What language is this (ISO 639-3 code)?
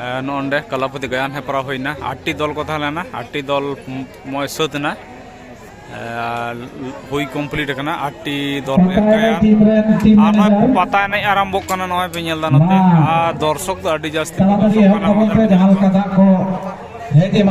sat